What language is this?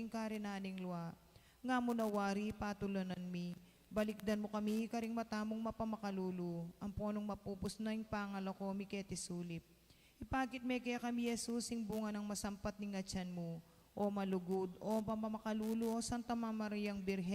Pampanga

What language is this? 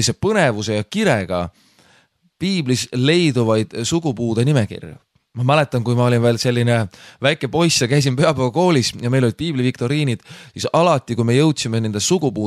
Estonian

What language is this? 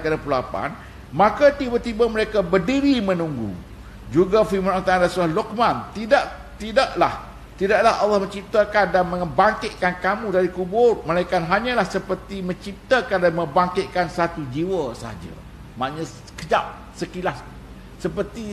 Malay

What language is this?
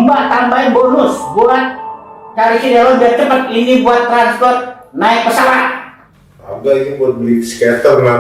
Betawi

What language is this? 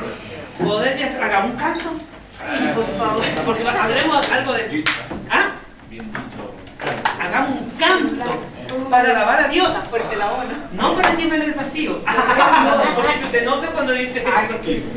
Spanish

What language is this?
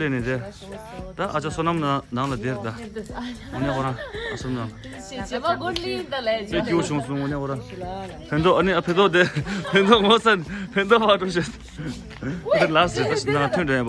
Tibetan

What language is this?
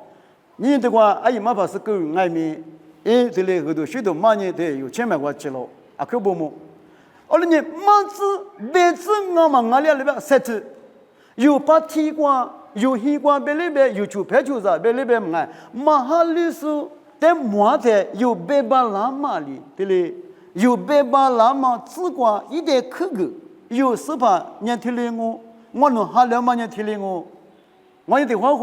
Lisu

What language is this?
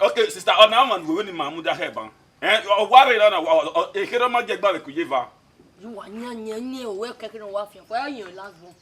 Bini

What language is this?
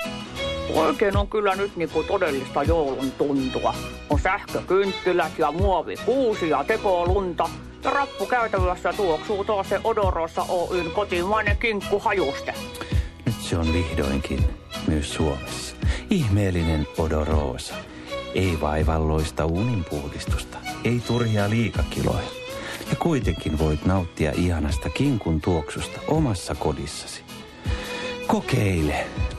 Finnish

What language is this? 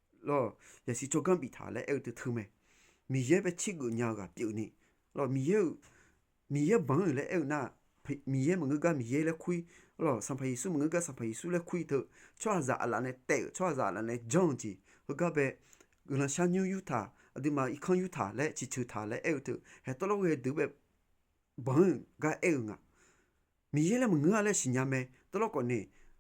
Akha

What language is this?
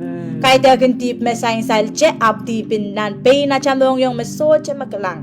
Pohnpeian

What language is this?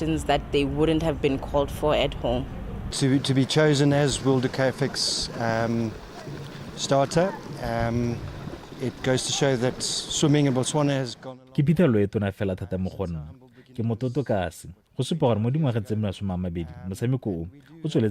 Tswana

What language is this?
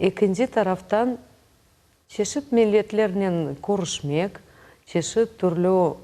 Crimean Tatar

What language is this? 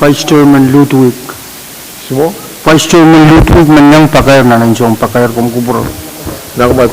Pohnpeian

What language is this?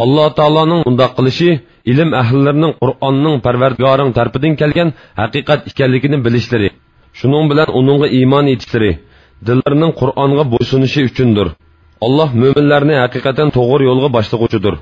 Uyghur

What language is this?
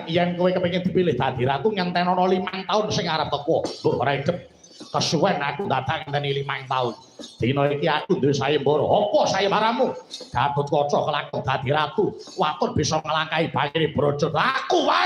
Javanese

